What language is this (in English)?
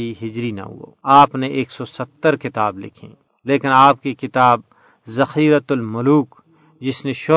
Gujari